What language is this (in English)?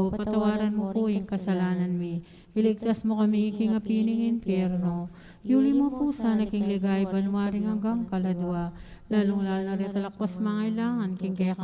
Pampanga